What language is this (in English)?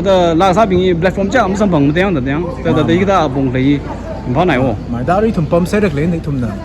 Tangkhul Naga (India)